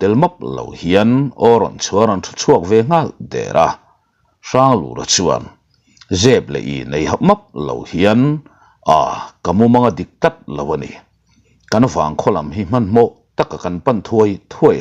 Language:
Mizo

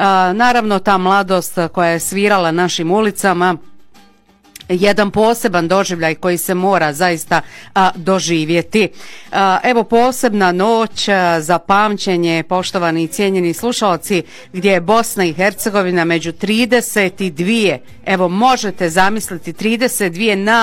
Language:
Bosnian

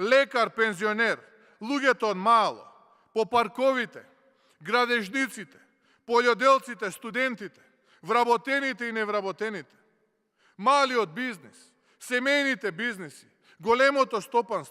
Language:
Macedonian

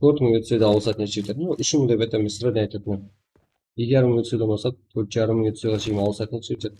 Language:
Kara-Kalpak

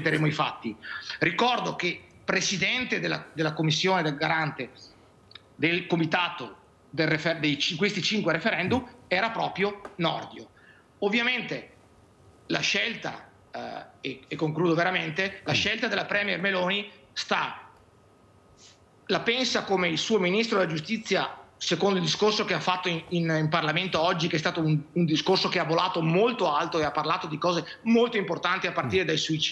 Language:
Italian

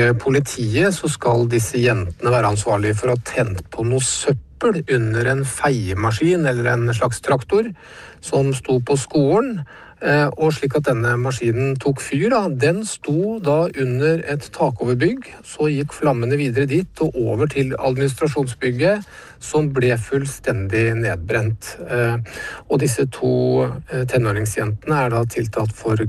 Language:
Norwegian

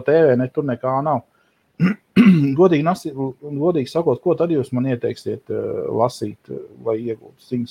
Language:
Latvian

